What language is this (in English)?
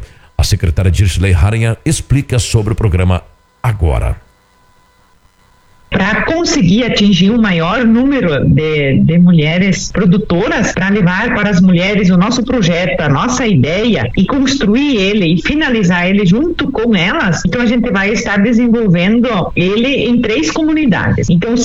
Portuguese